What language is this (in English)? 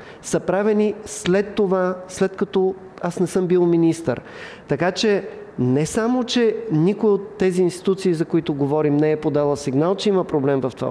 Bulgarian